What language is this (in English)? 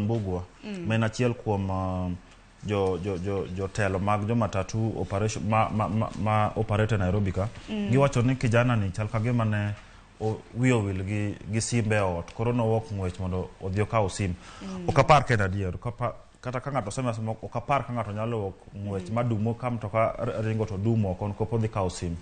Luo (Kenya and Tanzania)